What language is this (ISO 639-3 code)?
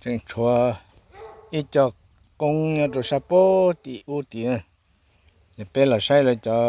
hmn